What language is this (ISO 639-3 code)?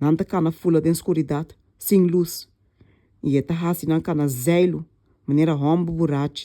pap